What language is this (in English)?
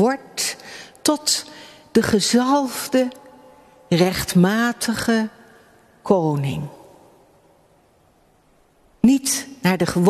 Dutch